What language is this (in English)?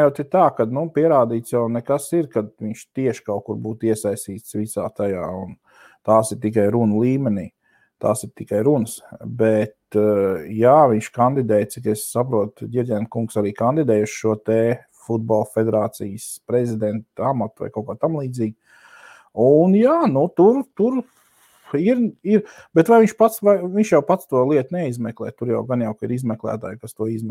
Latvian